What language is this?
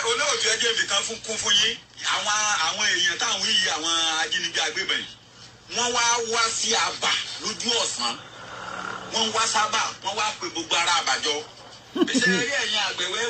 Yoruba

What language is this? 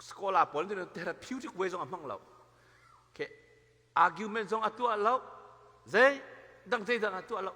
Hakha Chin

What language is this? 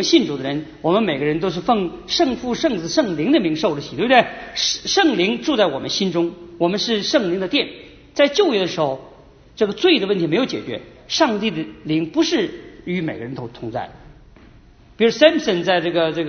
Chinese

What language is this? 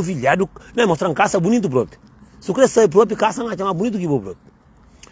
Kabuverdianu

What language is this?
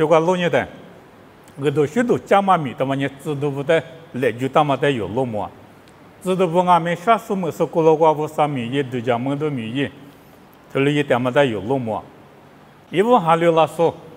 Lisu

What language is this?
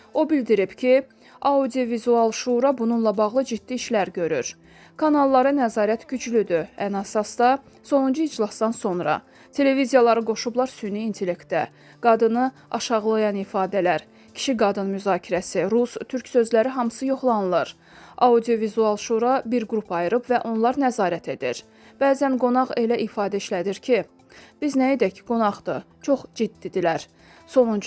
Azerbaijani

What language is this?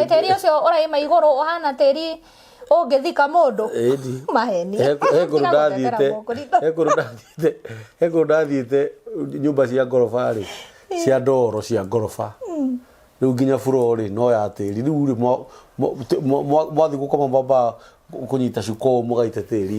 Kikuyu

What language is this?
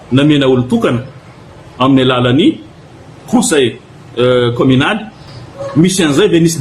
Malagasy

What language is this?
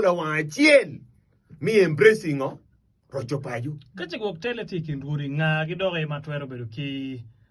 Acoli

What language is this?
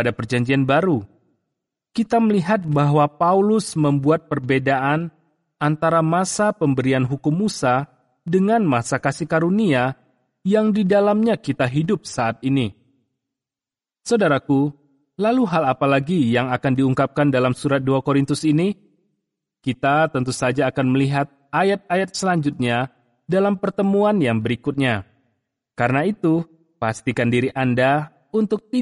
Indonesian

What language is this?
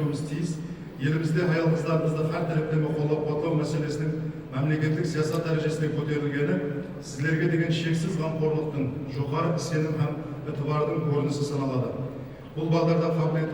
Kara-Kalpak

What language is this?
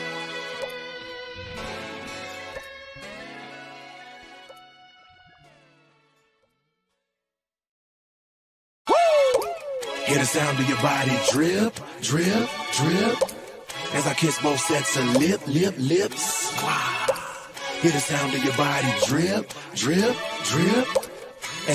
English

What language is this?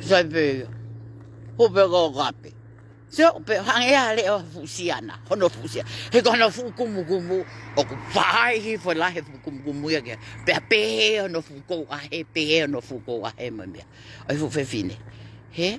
Tongan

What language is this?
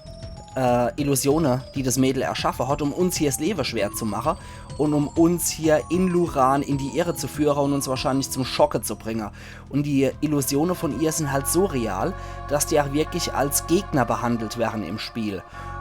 Palatine German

